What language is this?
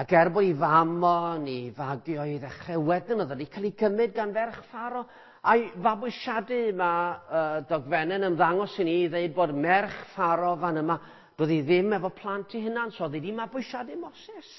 Welsh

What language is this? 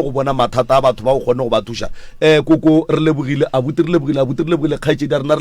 Northern Sotho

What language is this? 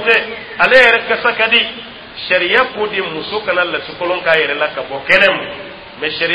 Dyula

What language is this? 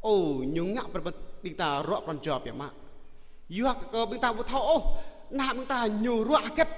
Jarai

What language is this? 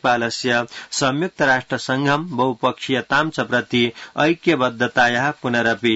Sanskrit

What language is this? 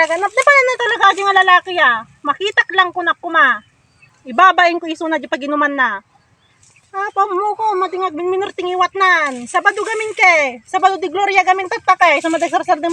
Iloko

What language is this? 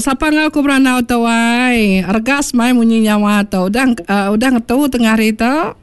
Iban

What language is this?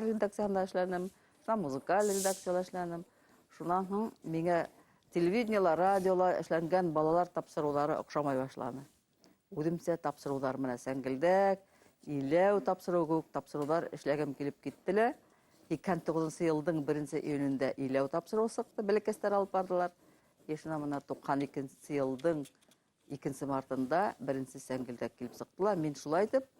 Bashkir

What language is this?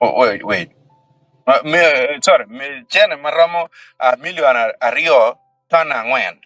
Acoli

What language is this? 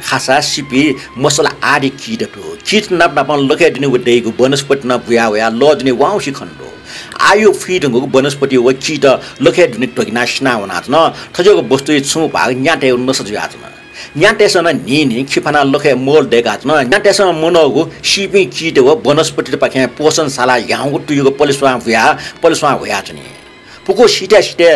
Newari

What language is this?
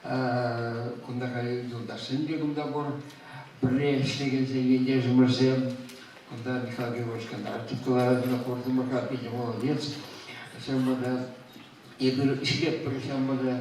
Chuvash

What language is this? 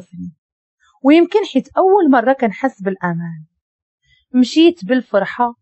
Moroccan Arabic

